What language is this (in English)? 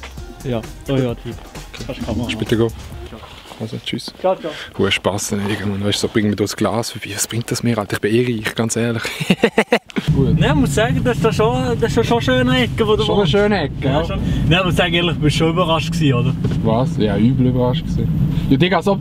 Swiss German